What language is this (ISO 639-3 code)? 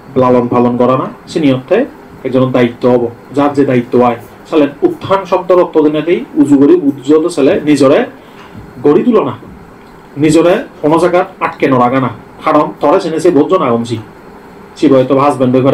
ccp